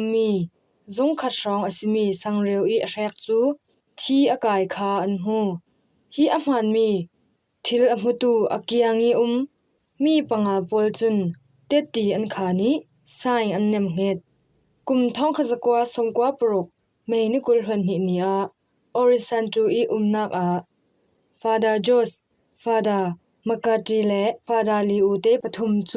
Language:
Falam Chin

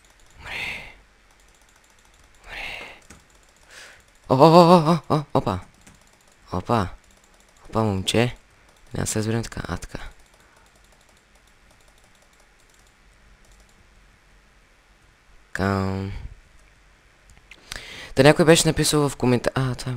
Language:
Bulgarian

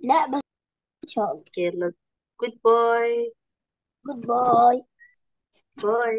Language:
Egyptian Arabic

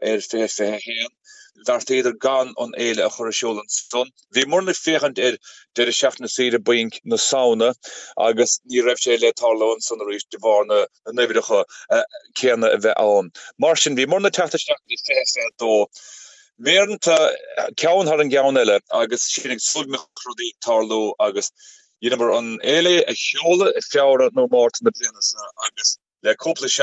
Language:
Irish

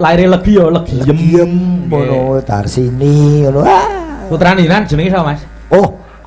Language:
Javanese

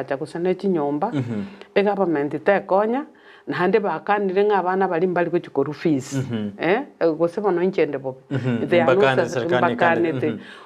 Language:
Gusii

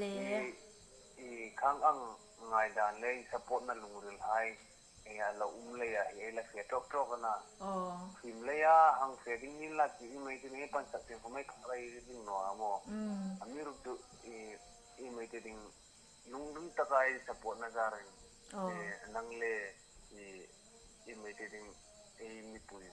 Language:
Hmar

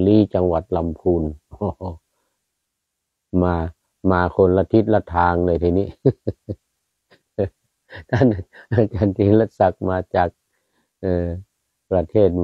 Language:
Thai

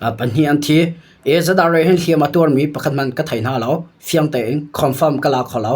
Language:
Hakha Chin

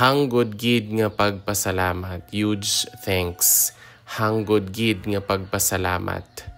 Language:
Hiligaynon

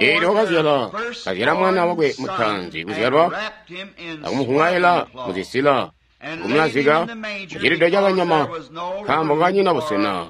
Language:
Tonga (Zambia)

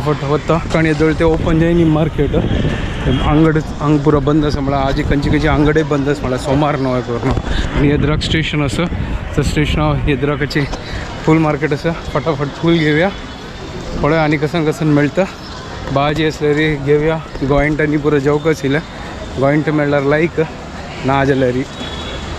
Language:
Konkani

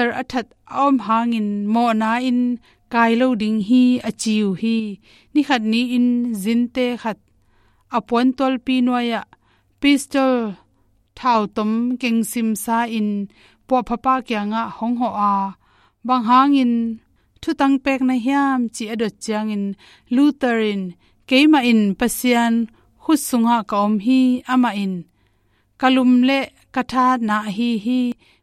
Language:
Tedim Chin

